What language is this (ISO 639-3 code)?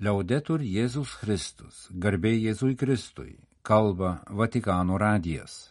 lit